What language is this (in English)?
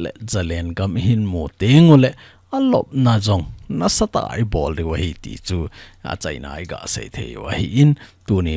Thado Chin